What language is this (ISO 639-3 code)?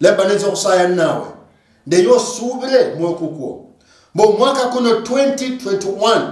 luy